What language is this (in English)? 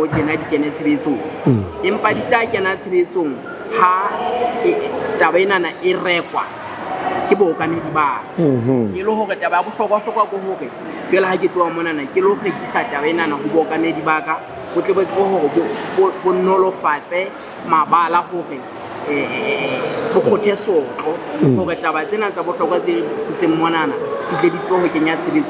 Southern Sotho